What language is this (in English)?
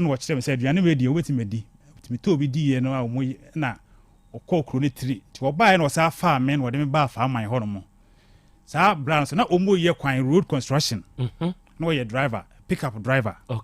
Akan